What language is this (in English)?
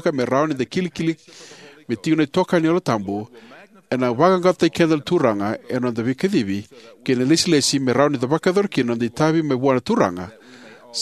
Fijian